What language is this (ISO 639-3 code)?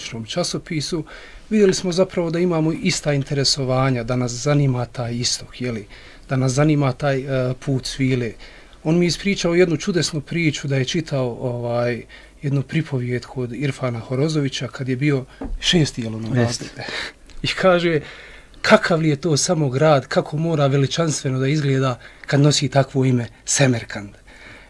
bos